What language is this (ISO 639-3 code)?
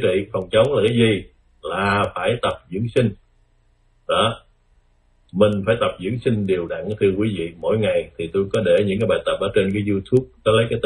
vie